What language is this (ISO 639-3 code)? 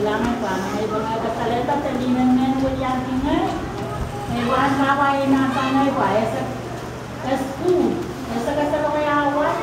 pon